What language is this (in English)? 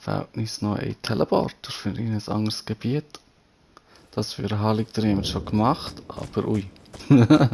Swiss German